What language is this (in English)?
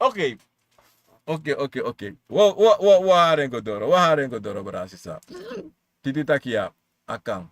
Sranan Tongo